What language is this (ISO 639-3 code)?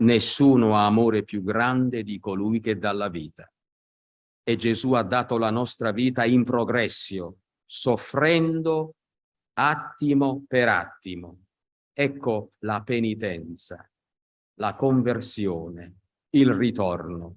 ita